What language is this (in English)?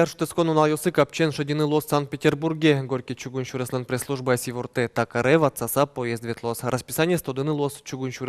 Udmurt